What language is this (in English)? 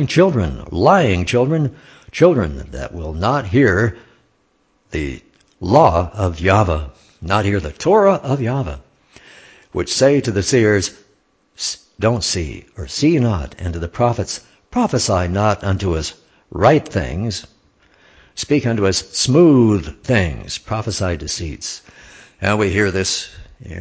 English